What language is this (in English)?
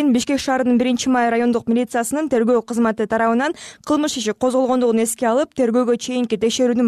Kyrgyz